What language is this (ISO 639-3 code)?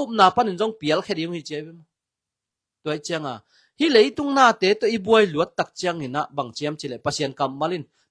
ctd